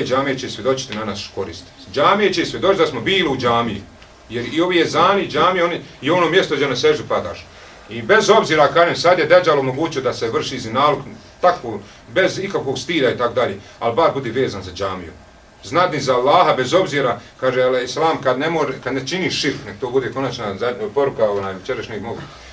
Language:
Bosnian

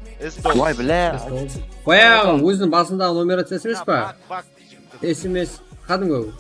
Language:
Kara-Kalpak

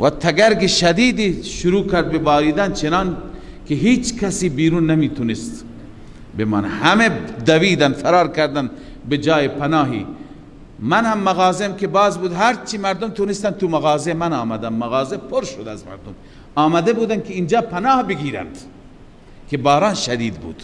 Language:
Persian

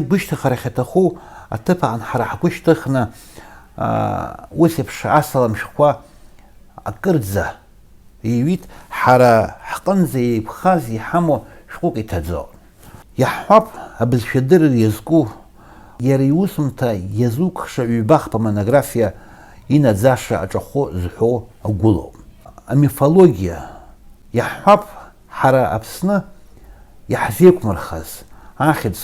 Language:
Abkhazian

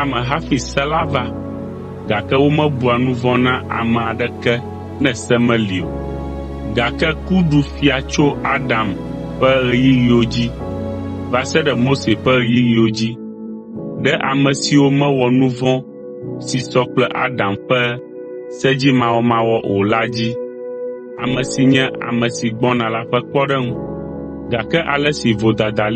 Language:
Ewe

